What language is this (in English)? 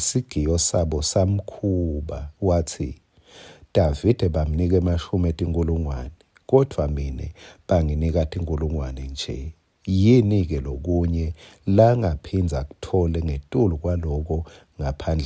Swati